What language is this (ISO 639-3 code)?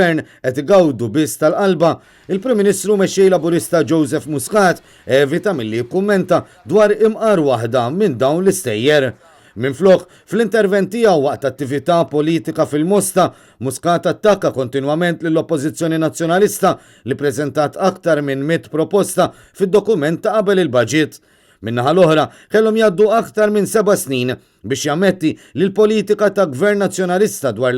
mlt